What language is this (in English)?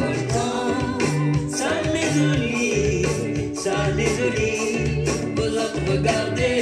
Réunion Creole French